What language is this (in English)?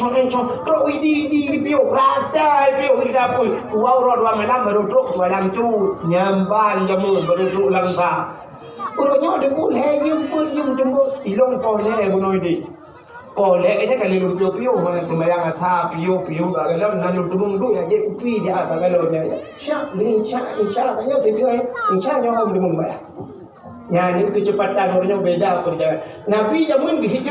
Achinese